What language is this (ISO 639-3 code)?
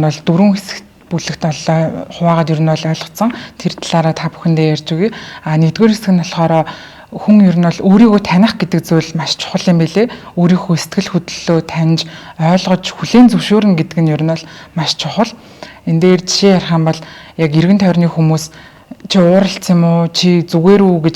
mon